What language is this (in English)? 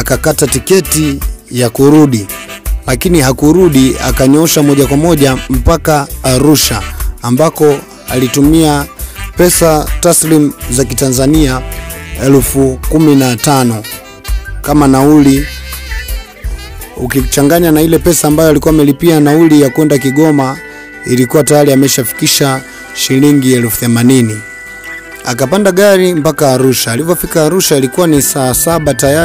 Swahili